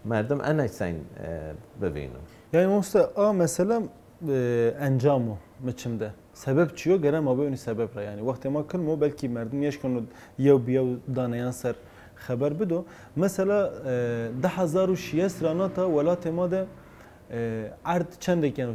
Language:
Zaza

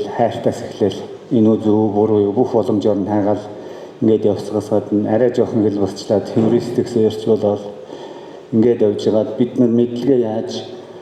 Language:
Mongolian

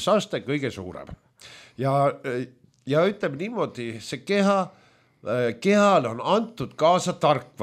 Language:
Estonian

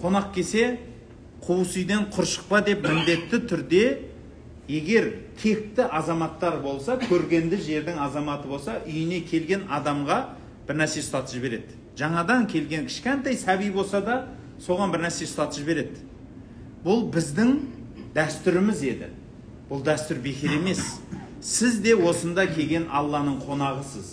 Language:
Kazakh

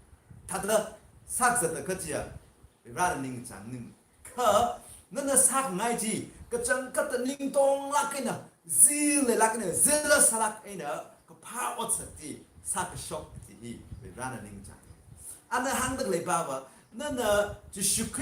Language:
Tangkhul Naga (India)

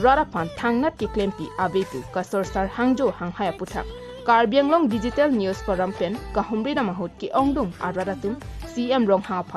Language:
Karbi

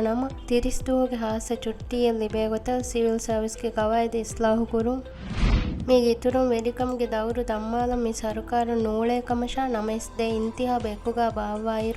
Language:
Divehi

